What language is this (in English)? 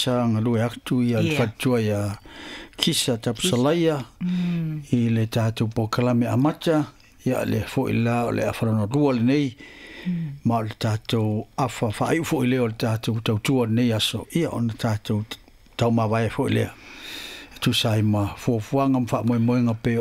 Samoan